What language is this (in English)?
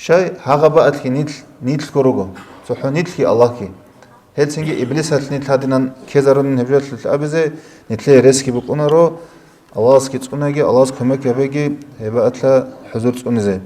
Avaric